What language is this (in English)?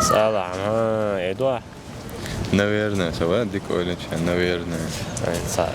Chechen